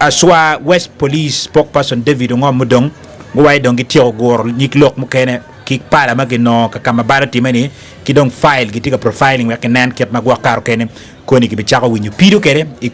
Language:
Acoli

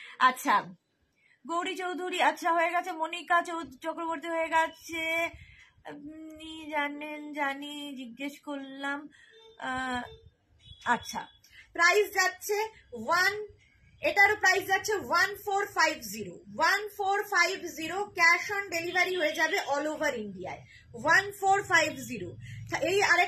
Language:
Bangla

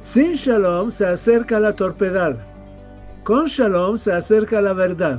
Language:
Ladino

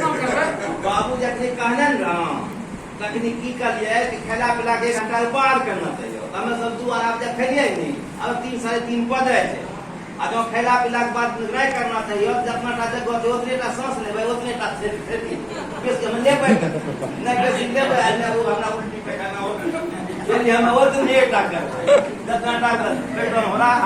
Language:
Angika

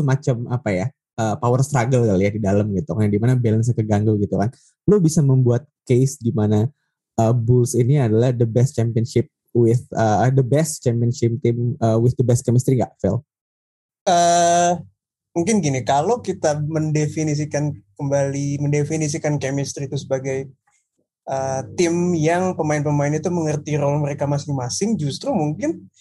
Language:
Indonesian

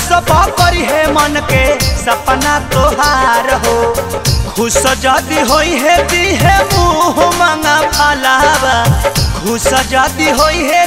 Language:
Bhojpuri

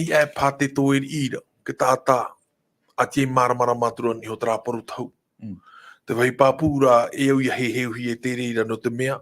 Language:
Tahitian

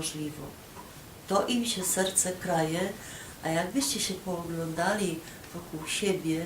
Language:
Silesian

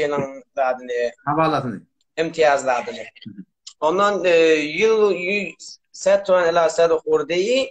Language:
Turkmen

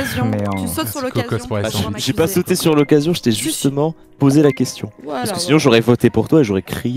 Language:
French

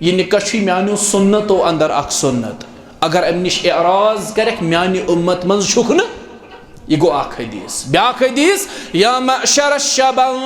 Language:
Kashmiri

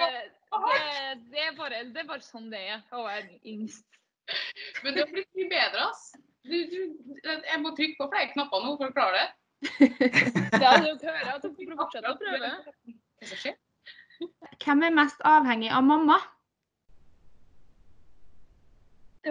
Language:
Norwegian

